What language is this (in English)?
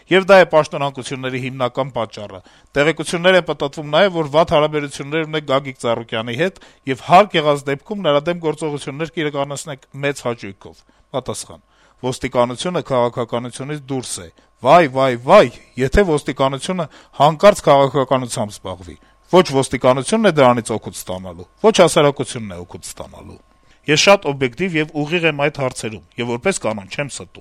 Armenian